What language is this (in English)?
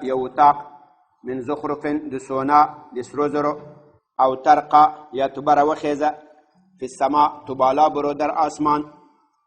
Pashto